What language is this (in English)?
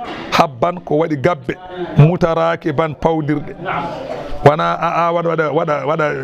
Fula